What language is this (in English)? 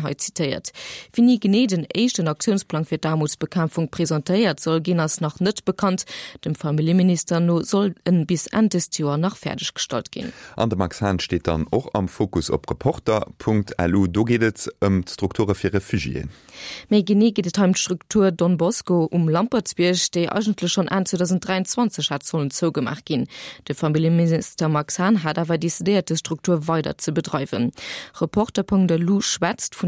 Luxembourgish